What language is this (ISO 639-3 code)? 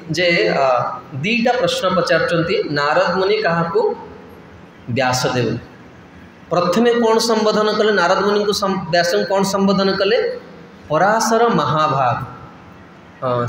ori